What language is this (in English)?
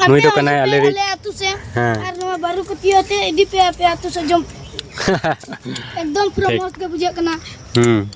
Santali